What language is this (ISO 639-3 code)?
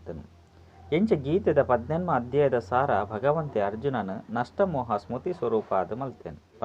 tcy